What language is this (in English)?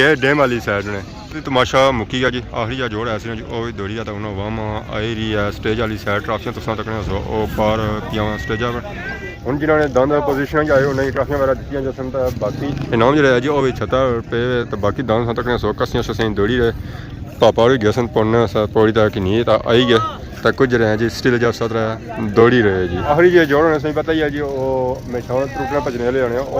Pahari-Potwari